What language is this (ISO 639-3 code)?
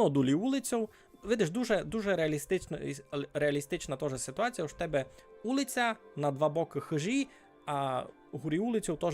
rue